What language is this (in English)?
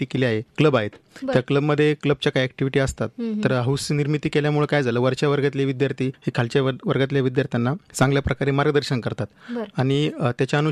Marathi